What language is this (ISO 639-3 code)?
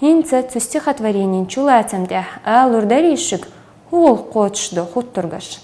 che